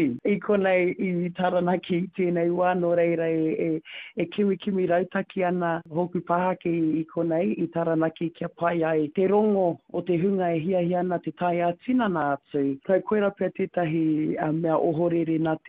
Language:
Māori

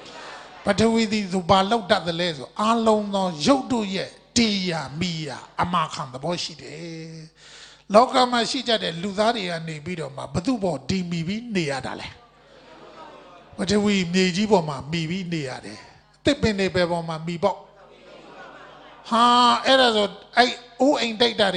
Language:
Burmese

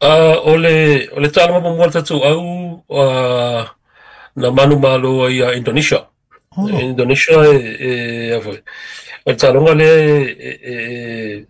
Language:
Samoan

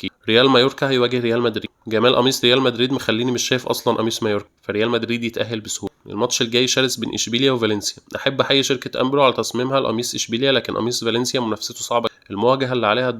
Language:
Egyptian Arabic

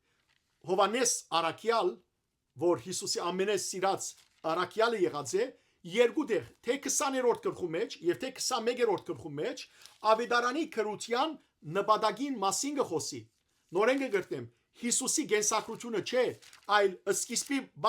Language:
Western Armenian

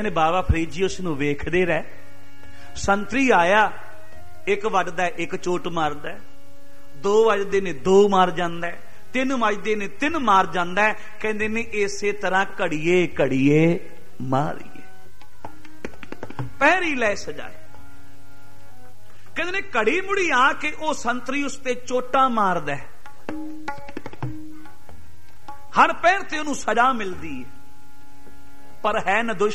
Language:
Punjabi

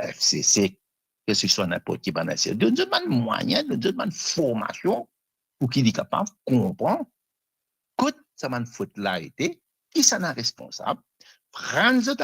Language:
Morisyen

